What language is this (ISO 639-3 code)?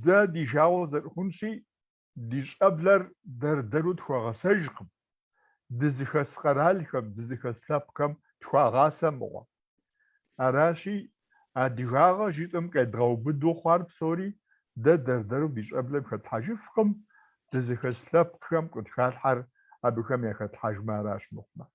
kbd